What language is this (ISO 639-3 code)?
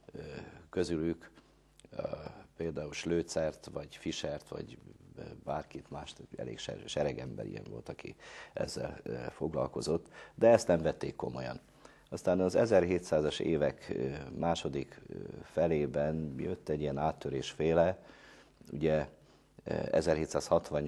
hun